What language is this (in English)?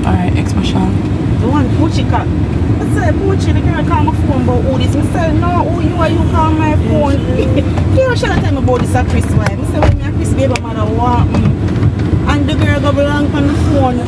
Jamaican Creole English